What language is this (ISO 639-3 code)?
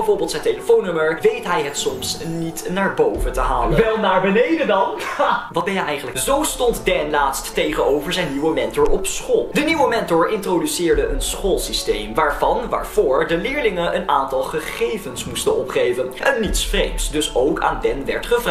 nld